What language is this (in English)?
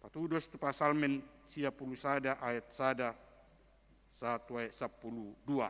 Batak Toba